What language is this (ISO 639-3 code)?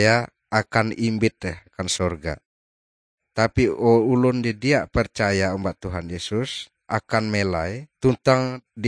nij